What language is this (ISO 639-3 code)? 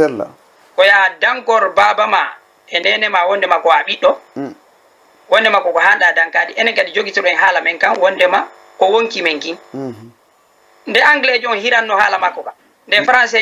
ful